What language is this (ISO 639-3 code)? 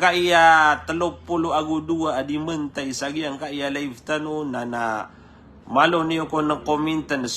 mrw